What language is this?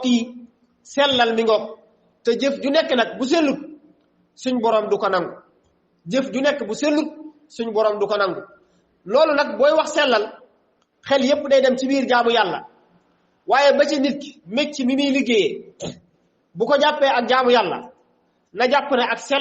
Wolof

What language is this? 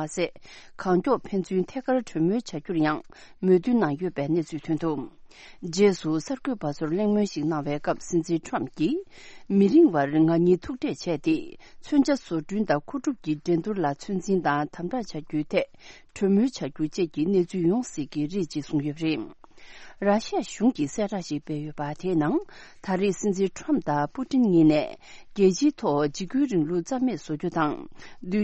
Tibetan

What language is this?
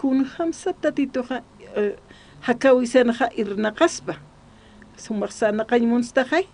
Aymara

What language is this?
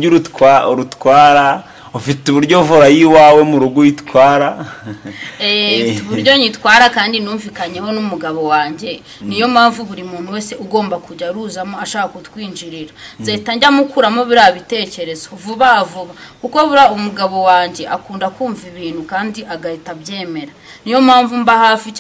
Kinyarwanda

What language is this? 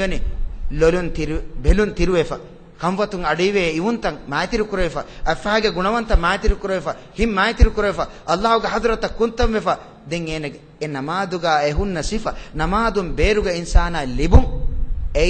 Divehi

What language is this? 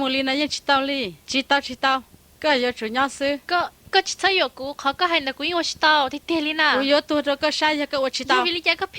Hmong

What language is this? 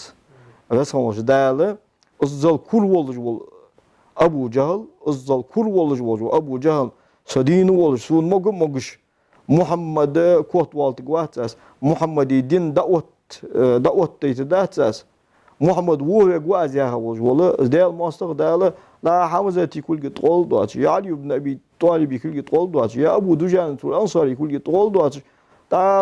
Ingush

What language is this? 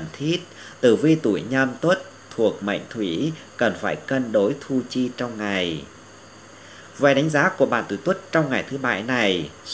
Vietnamese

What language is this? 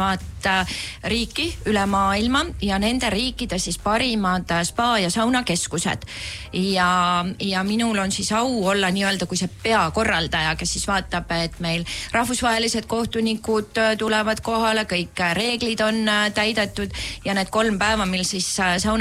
Estonian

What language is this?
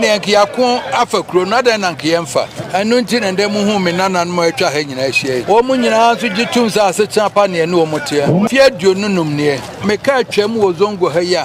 Akan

